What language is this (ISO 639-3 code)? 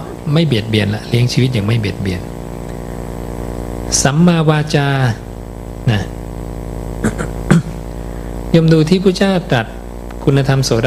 tha